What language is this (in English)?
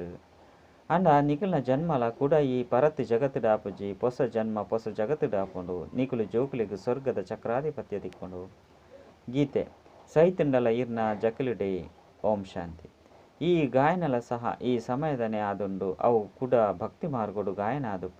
Tulu